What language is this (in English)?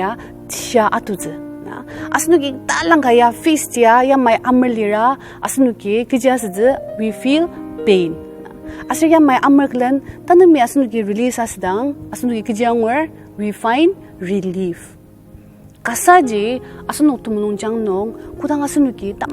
Ao Naga